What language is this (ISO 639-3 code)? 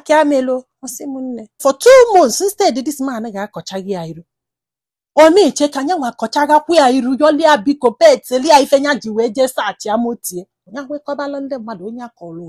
ibo